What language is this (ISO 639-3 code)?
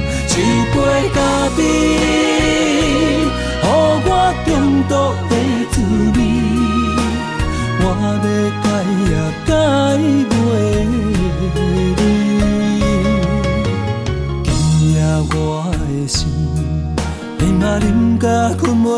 nan